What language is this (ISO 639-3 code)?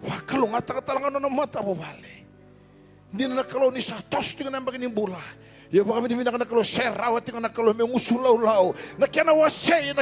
fij